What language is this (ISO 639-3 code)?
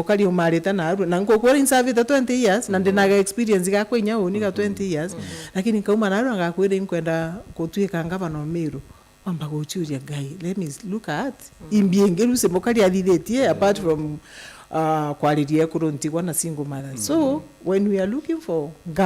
mer